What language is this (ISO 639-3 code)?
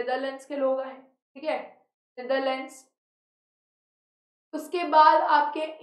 hin